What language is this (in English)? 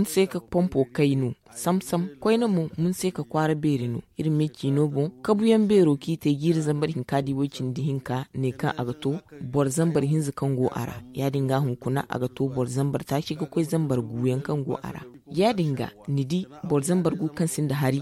Zarma